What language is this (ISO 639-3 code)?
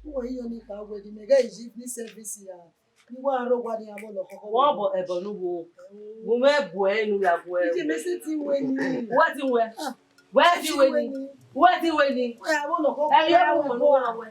bin